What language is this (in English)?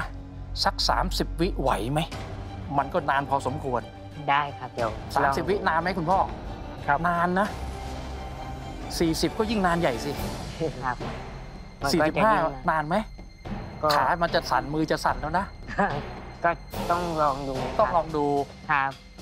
Thai